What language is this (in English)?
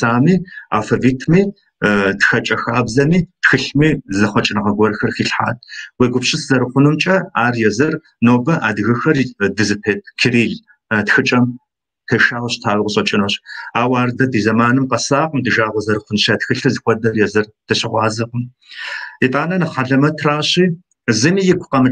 Kabardian